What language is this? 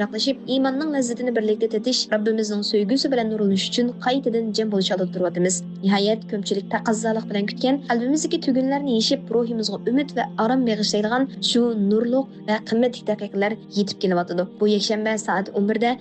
Uyghur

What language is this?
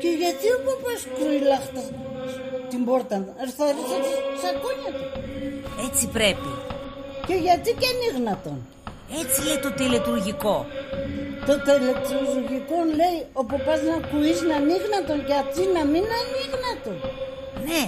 Pontic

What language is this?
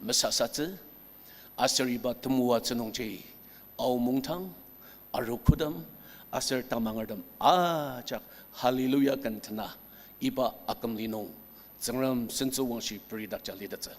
Ao Naga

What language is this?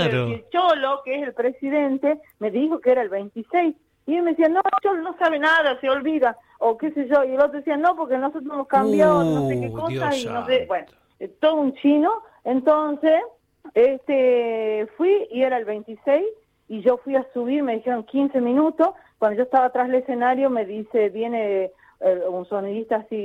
Spanish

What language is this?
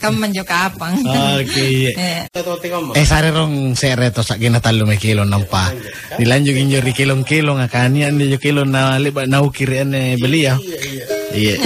Makasar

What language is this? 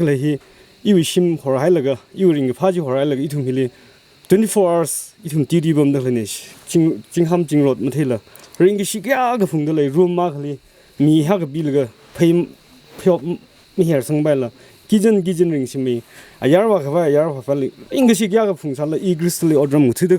Tangkhul Naga (India)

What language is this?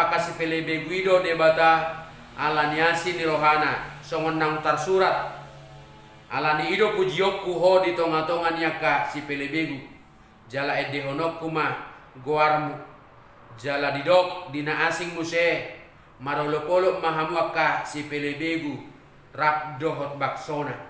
Batak Toba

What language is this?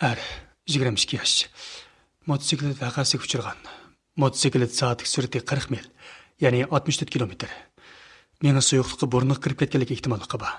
Uyghur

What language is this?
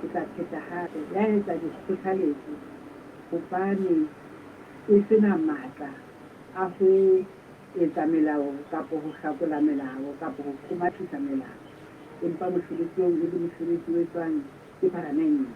Southern Sotho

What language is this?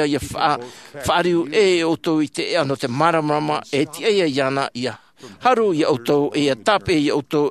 Tahitian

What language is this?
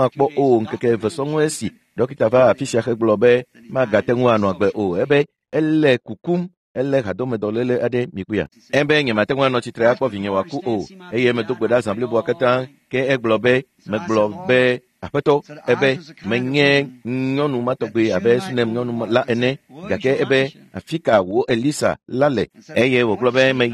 Ewe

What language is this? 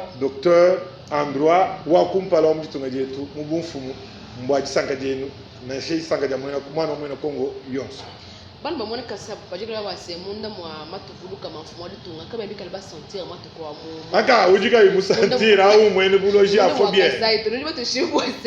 Luba-Lulua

